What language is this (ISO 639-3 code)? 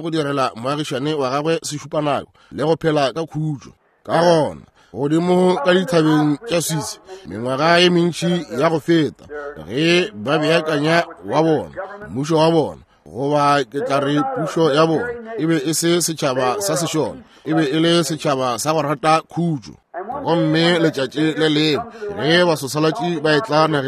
nso